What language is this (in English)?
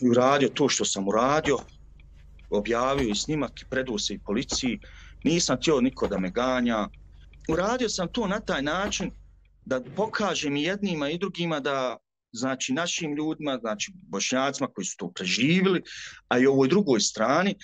Croatian